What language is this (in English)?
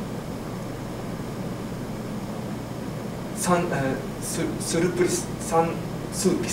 Japanese